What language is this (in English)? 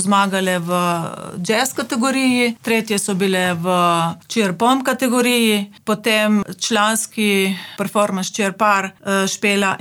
Slovenian